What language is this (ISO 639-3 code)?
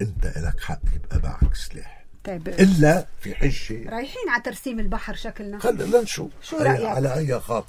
apc